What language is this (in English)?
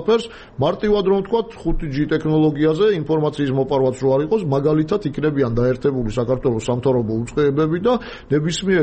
Georgian